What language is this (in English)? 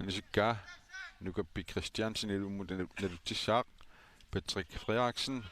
Kalaallisut